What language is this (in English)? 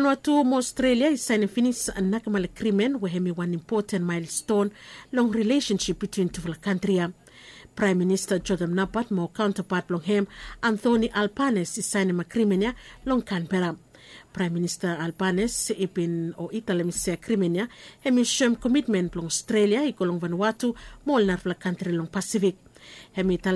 Bislama